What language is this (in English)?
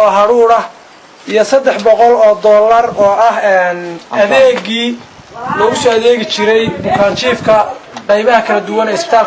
Somali